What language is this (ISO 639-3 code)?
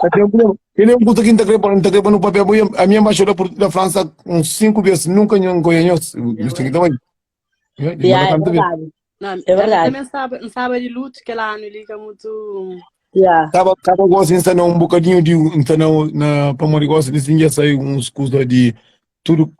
kea